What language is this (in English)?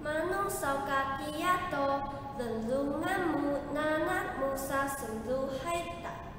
Taroko